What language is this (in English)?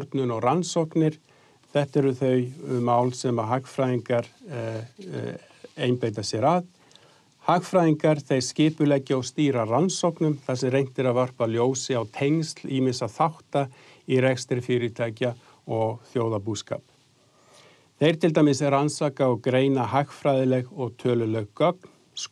Icelandic